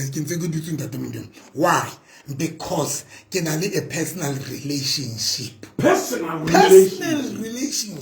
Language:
Southern Sotho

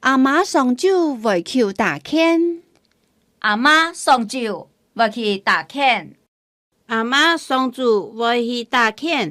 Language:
Hakka Chinese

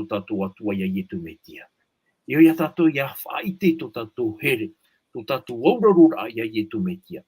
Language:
Tahitian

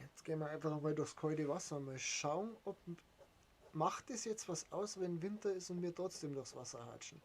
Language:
Bavarian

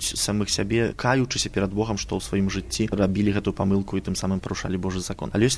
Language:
Belarusian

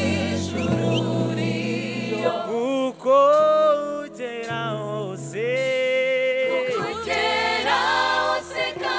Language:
Kinyarwanda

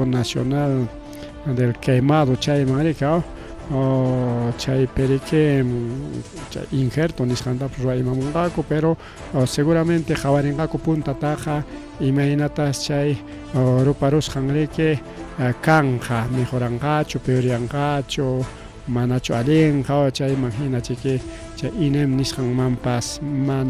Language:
Ayacucho Quechua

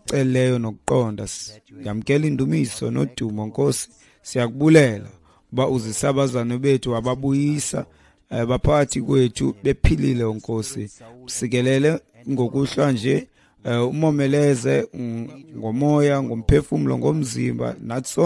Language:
Xhosa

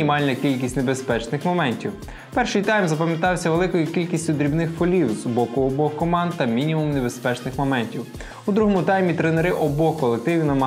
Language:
Ukrainian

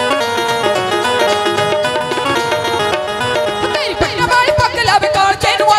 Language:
Punjabi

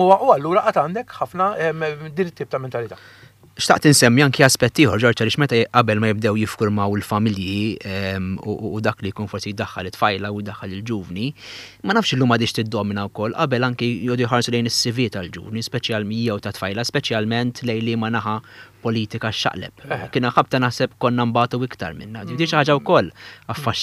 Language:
Maltese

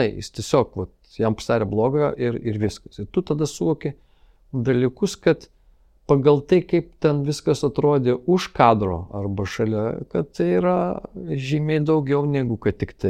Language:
Lithuanian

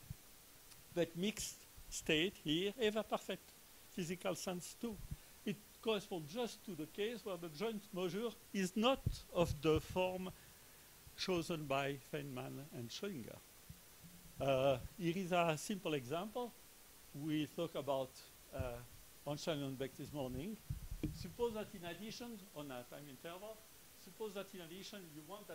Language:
English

